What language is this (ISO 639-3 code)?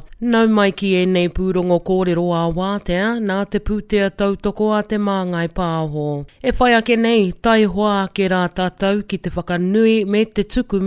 mri